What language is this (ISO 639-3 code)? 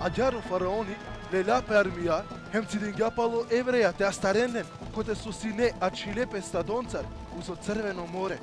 rmn